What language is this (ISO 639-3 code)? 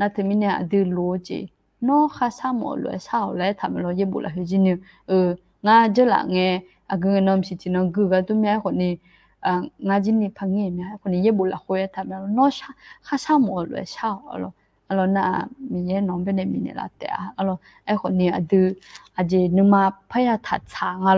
ahk